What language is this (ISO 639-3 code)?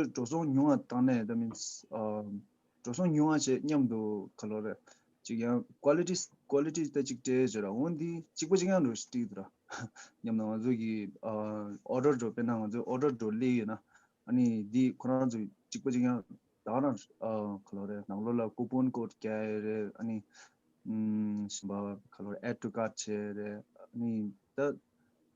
bod